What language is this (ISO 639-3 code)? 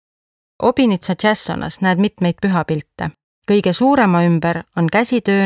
est